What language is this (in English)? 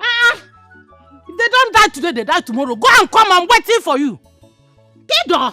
Nigerian Pidgin